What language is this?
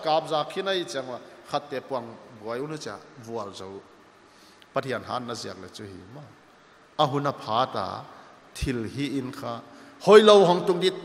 Paite Chin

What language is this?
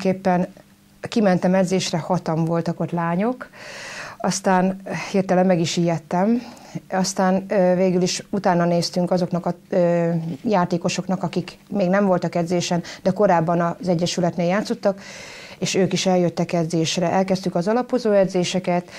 Hungarian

